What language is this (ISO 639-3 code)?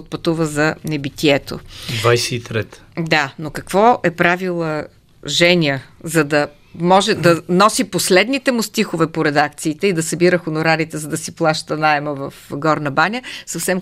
bul